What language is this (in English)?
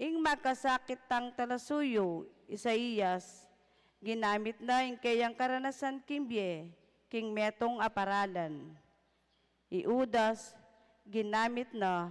Pampanga